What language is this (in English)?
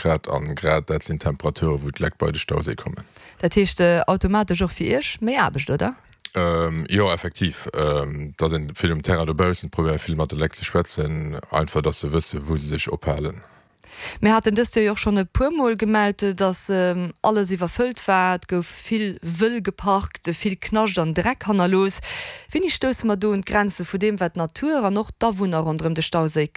Luxembourgish